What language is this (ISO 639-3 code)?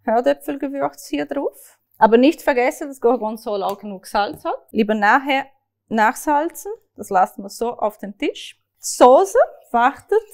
gsw